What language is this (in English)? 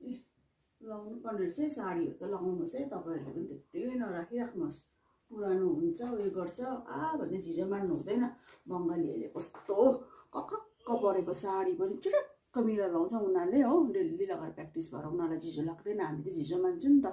Nepali